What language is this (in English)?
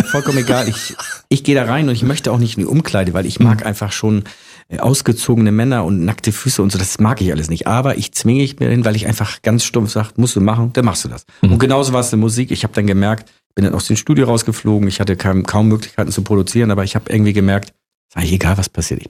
German